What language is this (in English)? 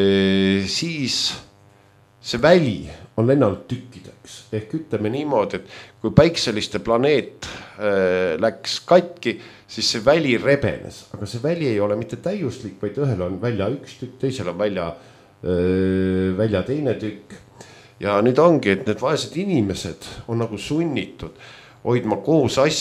Estonian